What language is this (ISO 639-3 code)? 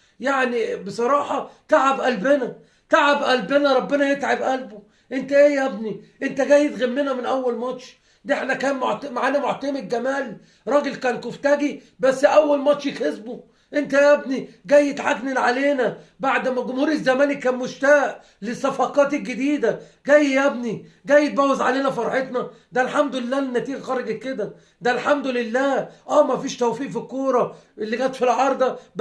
arz